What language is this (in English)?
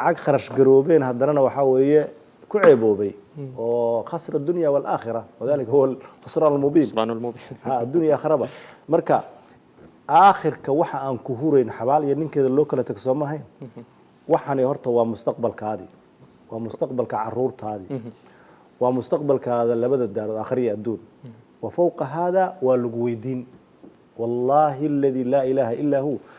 Somali